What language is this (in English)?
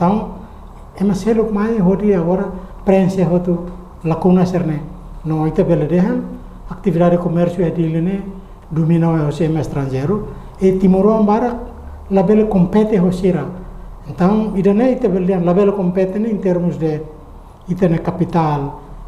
Tetum